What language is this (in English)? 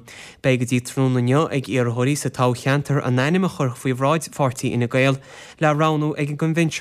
Irish